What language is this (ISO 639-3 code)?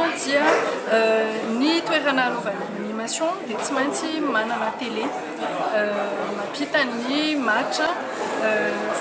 mlg